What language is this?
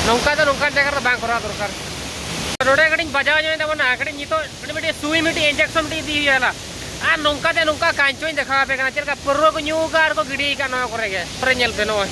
Santali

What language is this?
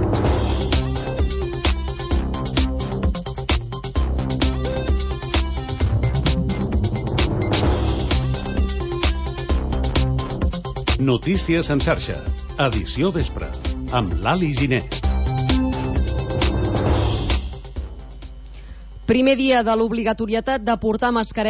Catalan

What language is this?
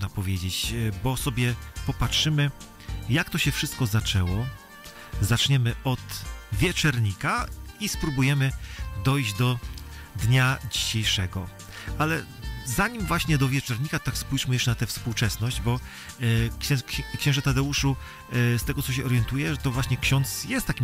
Polish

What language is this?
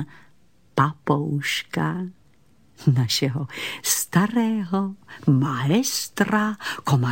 Czech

